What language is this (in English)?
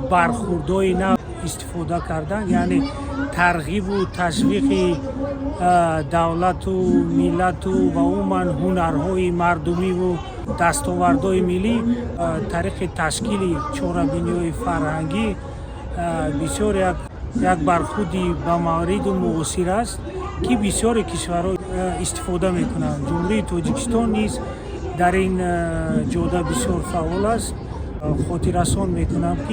Tajik